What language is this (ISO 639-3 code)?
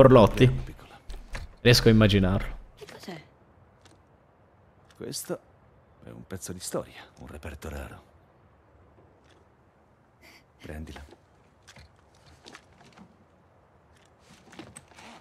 ita